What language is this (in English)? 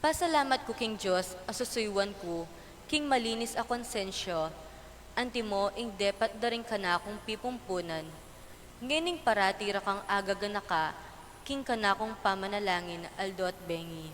Pampanga